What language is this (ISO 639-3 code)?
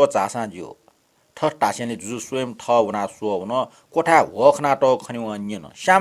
new